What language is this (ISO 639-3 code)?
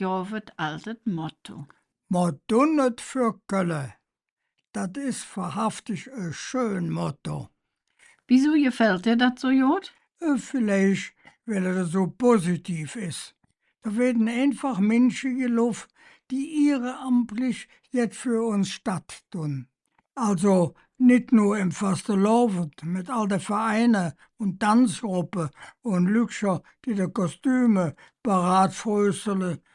ksh